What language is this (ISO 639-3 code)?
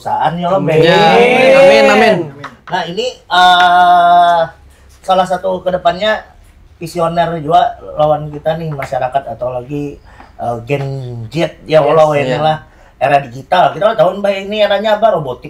bjn